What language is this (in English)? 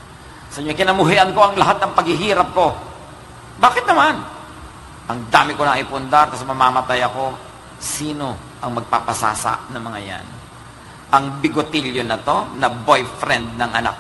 Filipino